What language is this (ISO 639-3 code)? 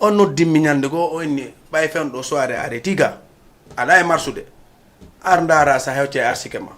ful